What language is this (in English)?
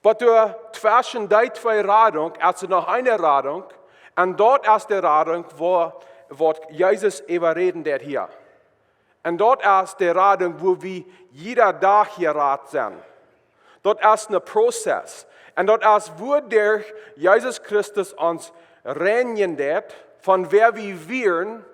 Plautdietsch